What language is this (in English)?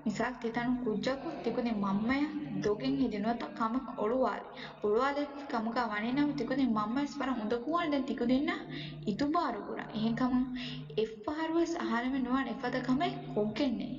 Divehi